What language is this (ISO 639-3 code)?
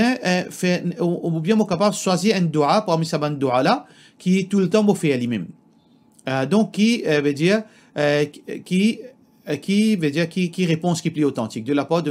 mfe